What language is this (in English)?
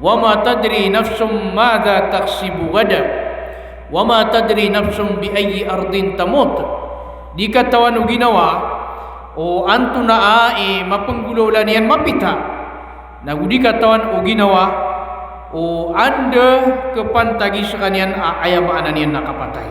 Maranao